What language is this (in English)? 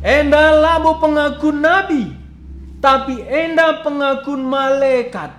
Batak Karo